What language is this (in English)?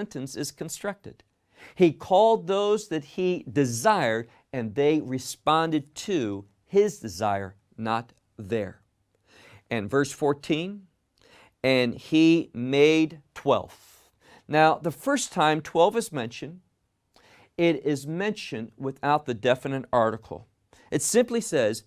English